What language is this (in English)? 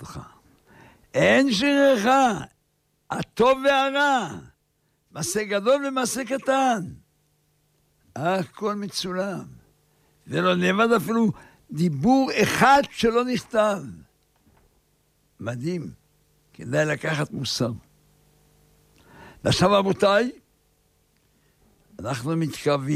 Hebrew